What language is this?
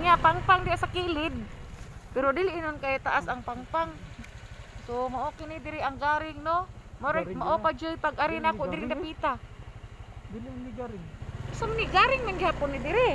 Cebuano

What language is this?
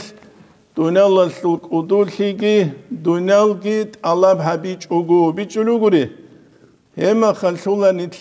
Avaric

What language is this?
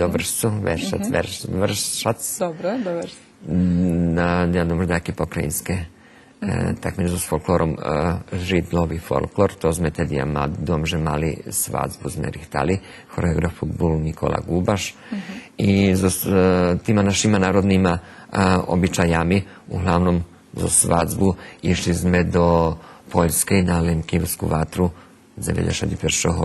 Rusyn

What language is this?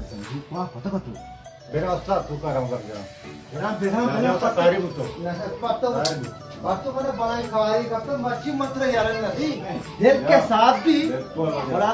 Baluchi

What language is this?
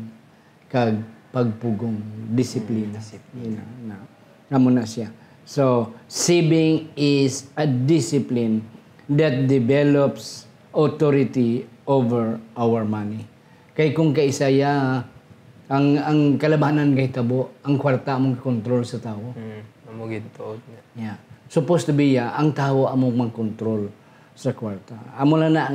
Hiligaynon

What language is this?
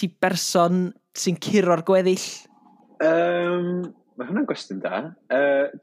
Welsh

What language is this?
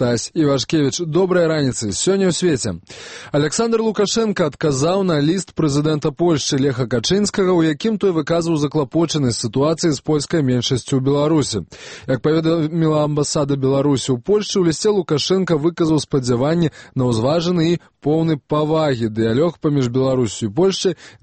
Belarusian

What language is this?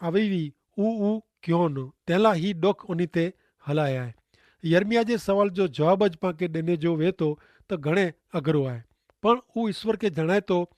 Kachhi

